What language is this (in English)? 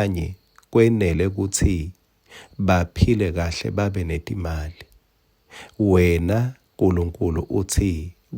Swati